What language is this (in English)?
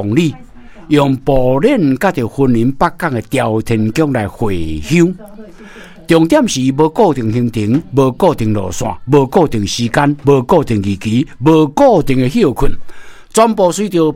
Min Nan Chinese